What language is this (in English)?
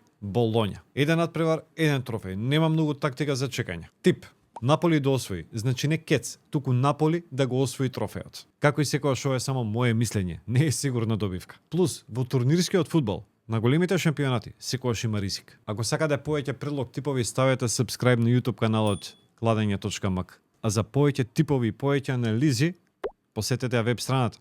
Macedonian